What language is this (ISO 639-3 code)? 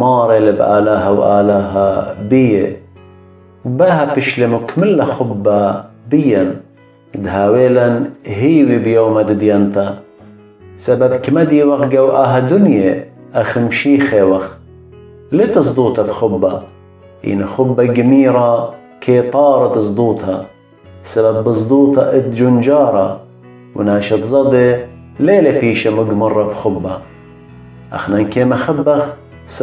aii